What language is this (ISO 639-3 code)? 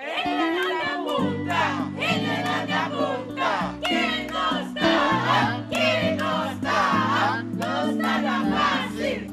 pap